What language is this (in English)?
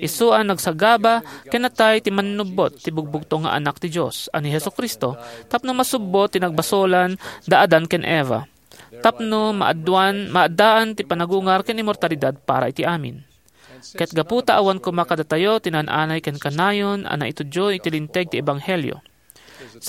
Iloko